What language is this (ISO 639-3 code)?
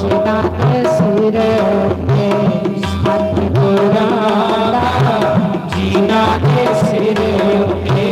doi